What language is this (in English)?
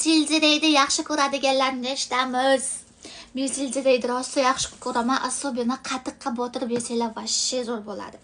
Uzbek